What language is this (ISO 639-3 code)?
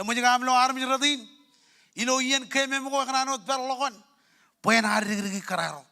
mah